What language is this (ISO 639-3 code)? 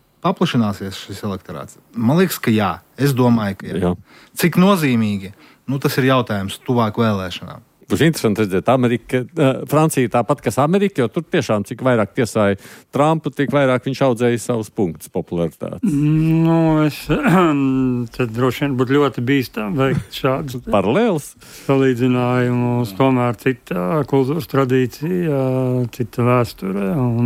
lav